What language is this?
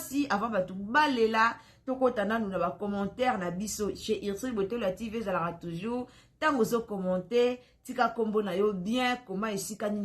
Lingala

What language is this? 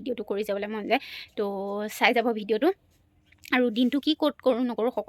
Assamese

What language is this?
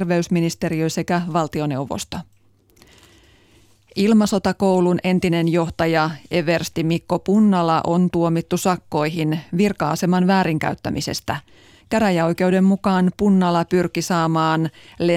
Finnish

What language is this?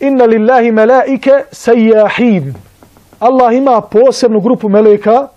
Bosnian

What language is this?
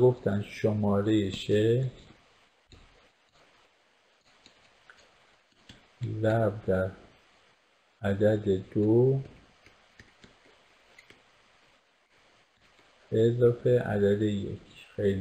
Persian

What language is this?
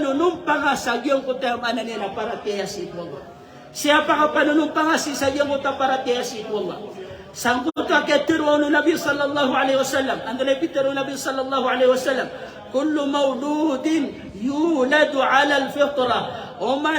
Maranao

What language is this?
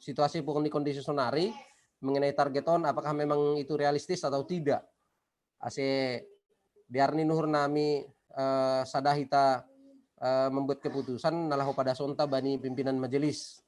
Batak Simalungun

